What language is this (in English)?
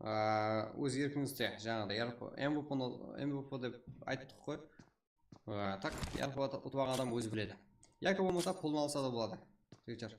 Kara-Kalpak